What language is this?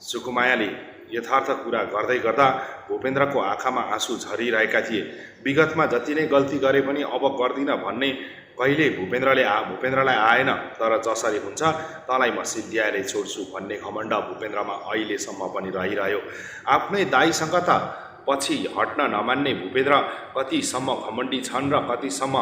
Nepali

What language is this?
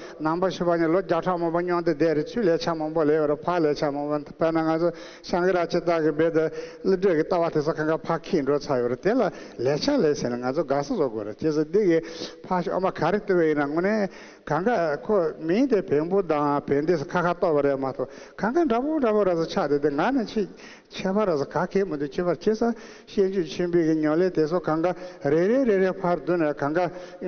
Tibetan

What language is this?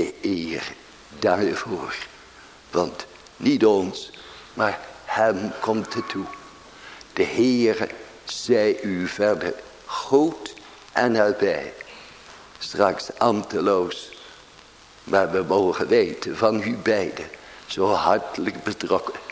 Dutch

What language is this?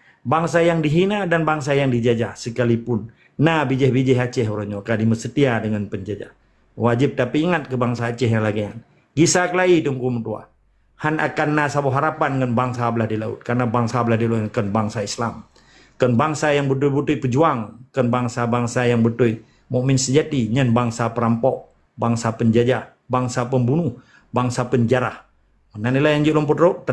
Achinese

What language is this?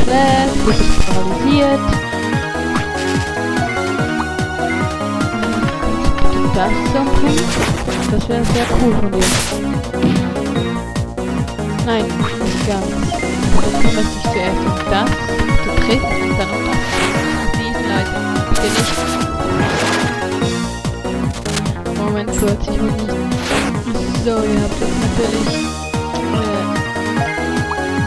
German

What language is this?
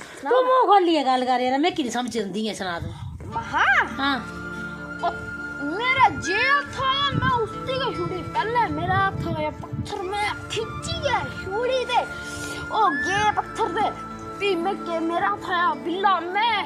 Dogri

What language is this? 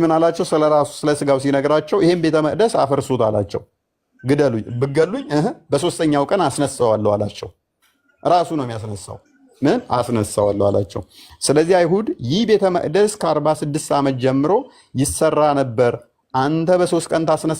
Amharic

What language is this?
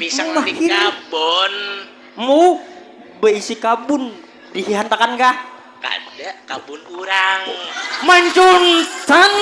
Banjar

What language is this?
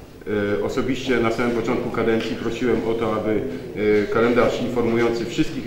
Polish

